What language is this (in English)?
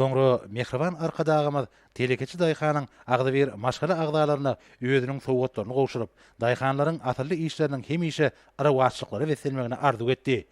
Turkmen